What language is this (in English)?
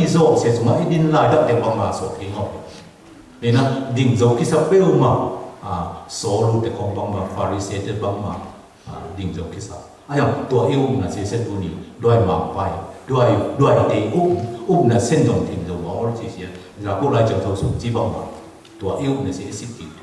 Tedim Chin